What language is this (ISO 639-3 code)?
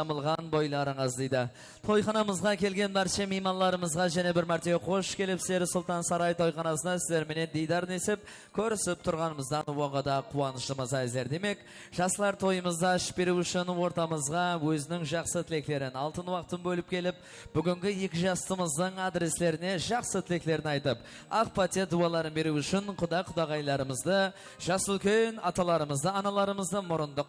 kaa